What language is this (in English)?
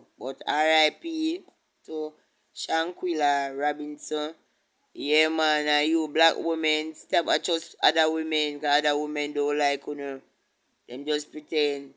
Jamaican Creole English